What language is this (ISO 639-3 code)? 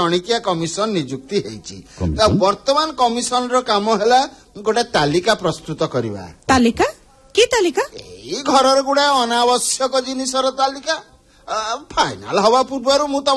ori